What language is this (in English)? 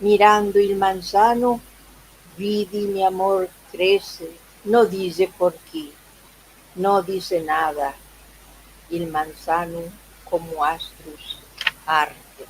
Ladino